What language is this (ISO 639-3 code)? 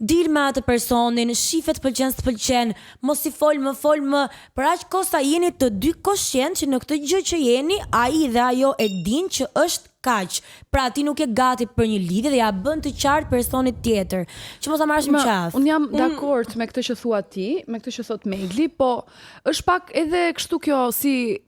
sqi